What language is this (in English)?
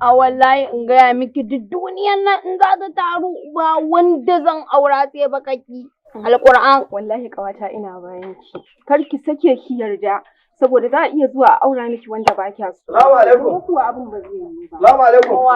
Hausa